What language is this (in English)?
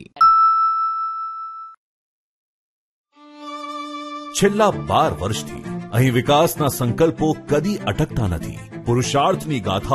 Gujarati